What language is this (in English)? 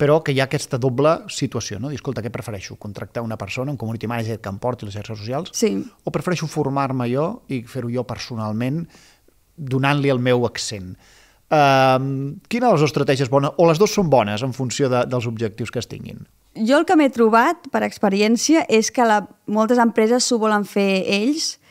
Catalan